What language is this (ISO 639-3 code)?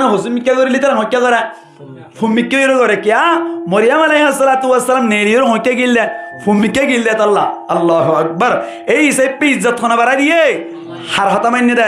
rhg